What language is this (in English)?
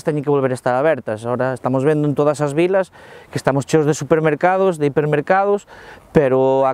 Galician